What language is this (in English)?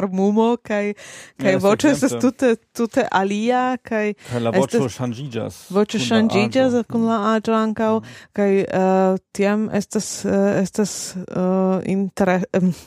Esperanto